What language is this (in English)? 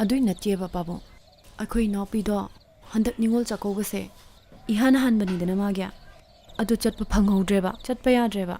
Manipuri